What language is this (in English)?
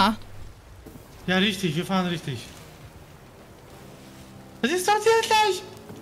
German